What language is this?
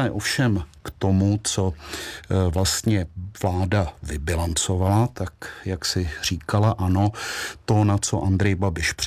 Czech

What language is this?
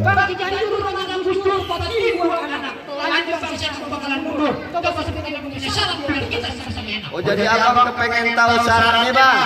Betawi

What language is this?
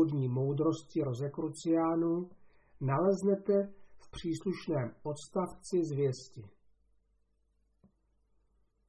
Czech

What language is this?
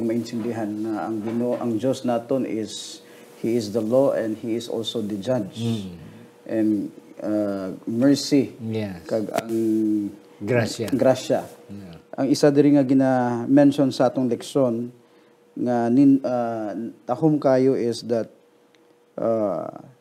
Hiligaynon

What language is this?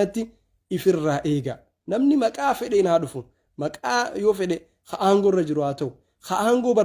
Oromo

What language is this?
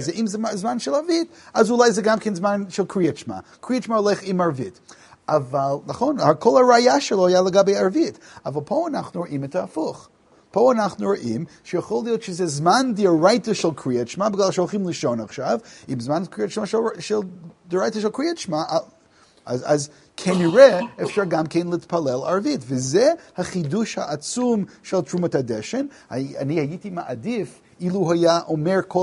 Hebrew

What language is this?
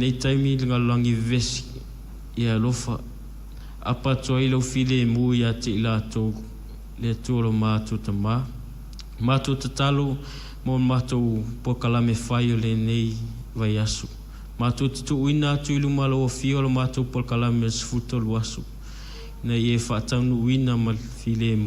Samoan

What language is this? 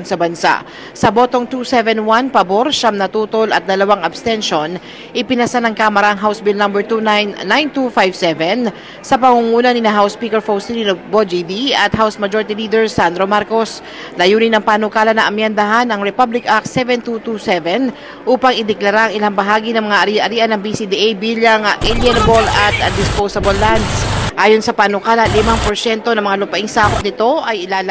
Filipino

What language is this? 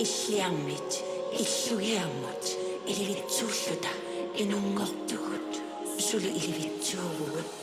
Inuktitut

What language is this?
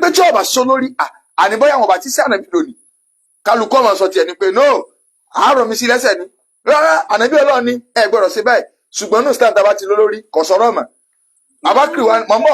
Yoruba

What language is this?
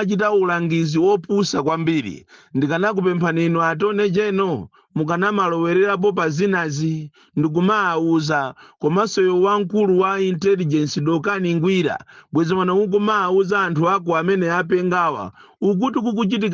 Nyanja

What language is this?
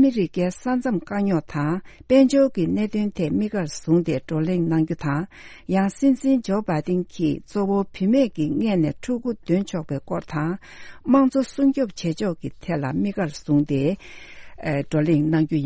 Tibetan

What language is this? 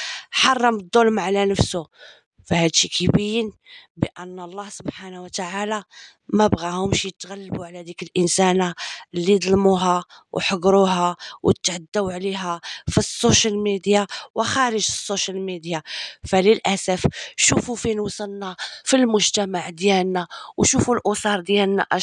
Moroccan Arabic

